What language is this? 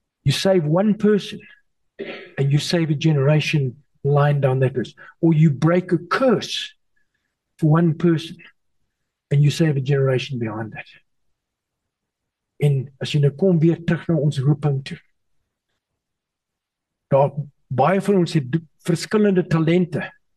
Afrikaans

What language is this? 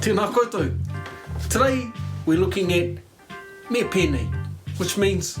Māori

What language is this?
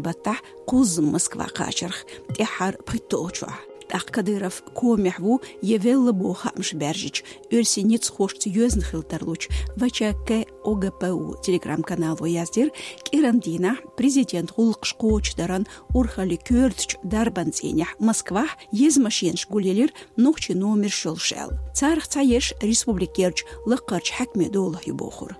Chechen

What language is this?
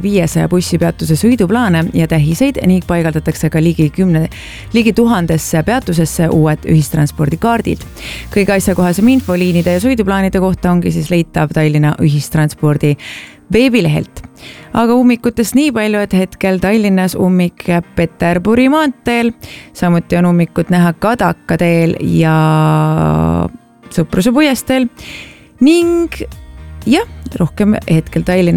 Estonian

